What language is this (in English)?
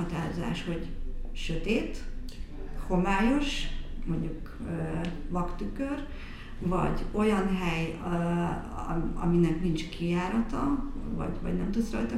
Hungarian